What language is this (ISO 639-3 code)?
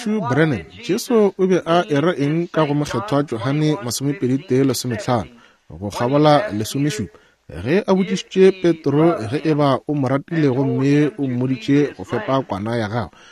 nso